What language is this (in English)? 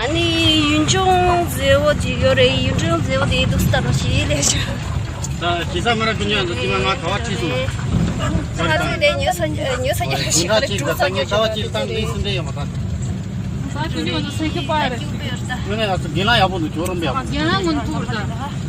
Tibetan